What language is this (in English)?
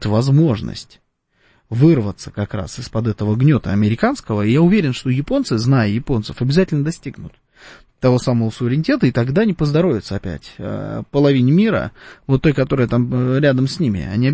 Russian